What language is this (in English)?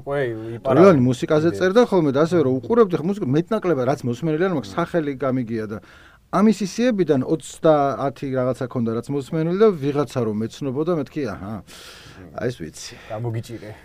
Georgian